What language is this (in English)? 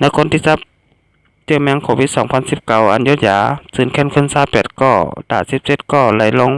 Shan